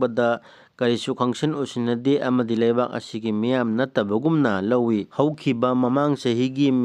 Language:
Manipuri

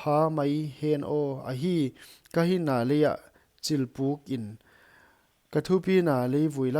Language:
Paite Chin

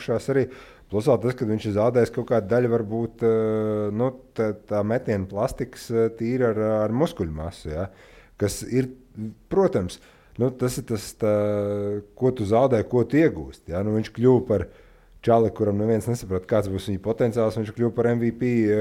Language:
Latvian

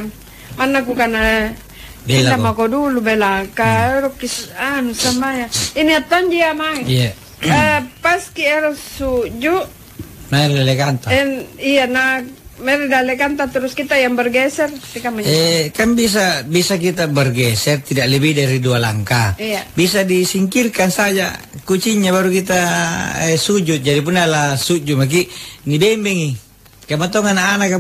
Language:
Makasar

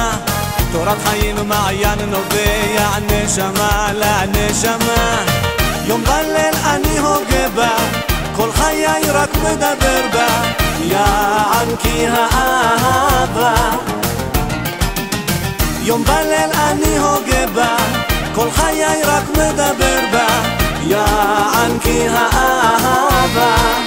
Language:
Hebrew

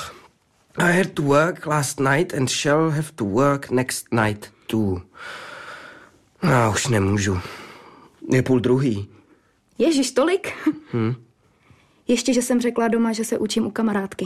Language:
Czech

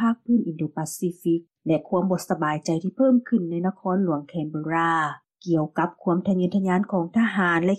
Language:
Lao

